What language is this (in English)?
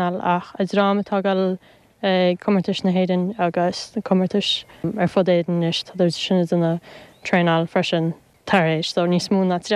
Irish